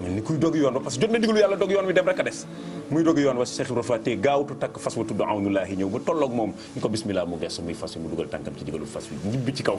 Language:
Wolof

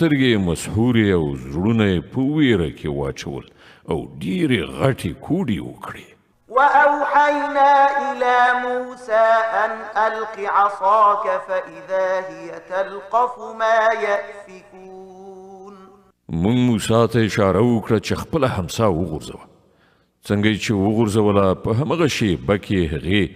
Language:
Pashto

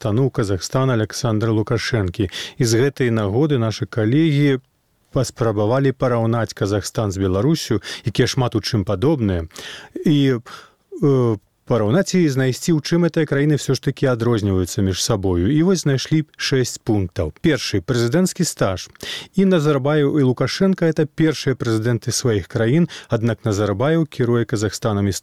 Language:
Belarusian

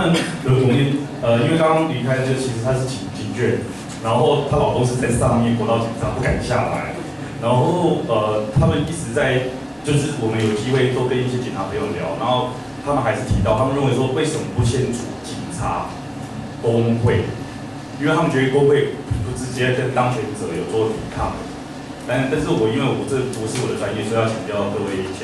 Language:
Chinese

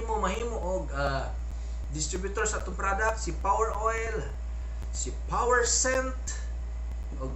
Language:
Cebuano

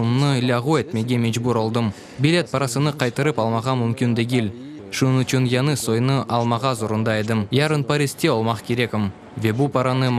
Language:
Crimean Tatar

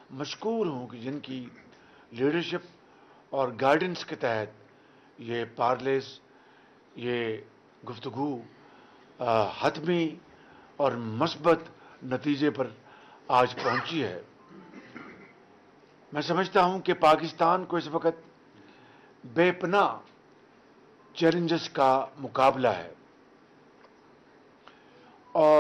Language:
Urdu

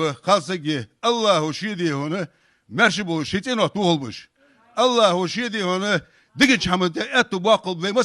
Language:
Ingush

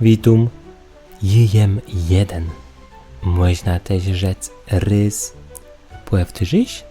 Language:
Kashubian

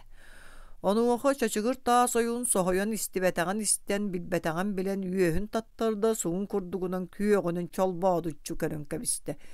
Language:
Yakut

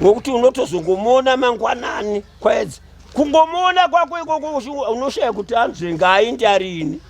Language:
Shona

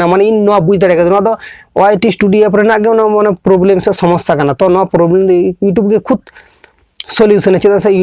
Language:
Santali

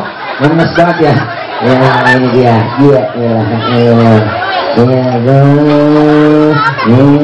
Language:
Betawi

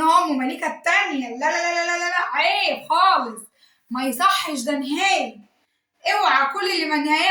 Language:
Egyptian Arabic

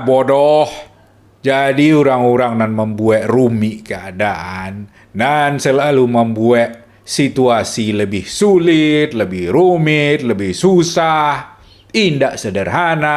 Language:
Minangkabau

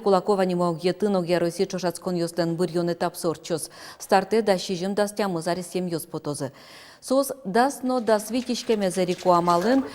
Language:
Udmurt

